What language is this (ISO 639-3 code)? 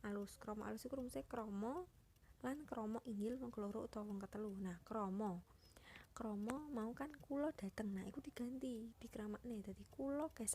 jav